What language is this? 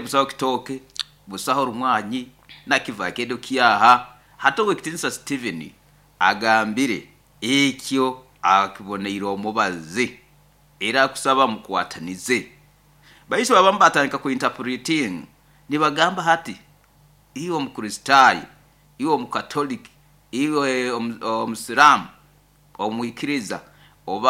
Nyoro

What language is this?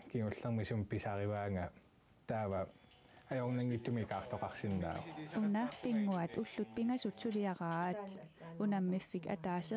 Kalaallisut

